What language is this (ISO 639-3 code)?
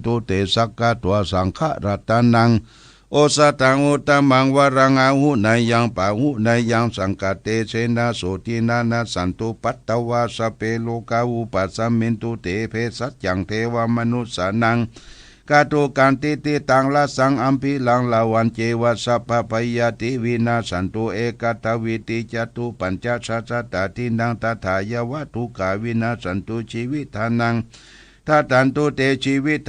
pli